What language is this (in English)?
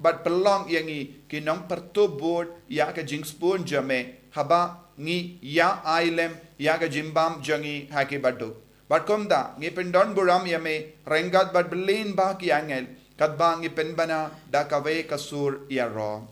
Khasi